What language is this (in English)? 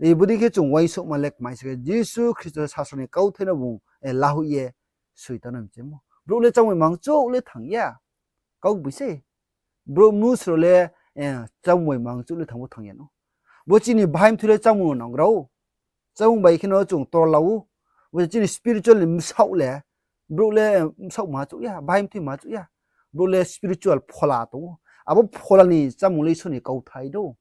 Riang (India)